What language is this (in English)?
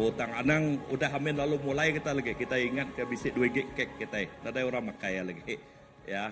Iban